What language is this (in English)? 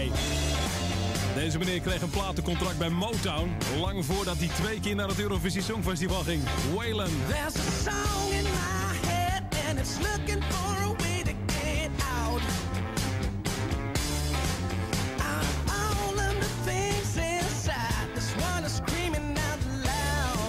Dutch